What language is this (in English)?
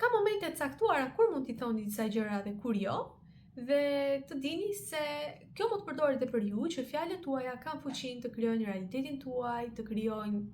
Albanian